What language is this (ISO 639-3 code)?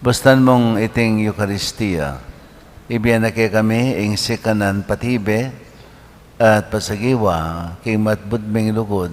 pam